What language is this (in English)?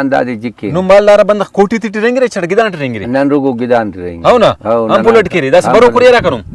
Brahui